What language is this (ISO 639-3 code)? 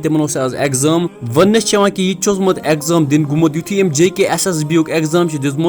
kas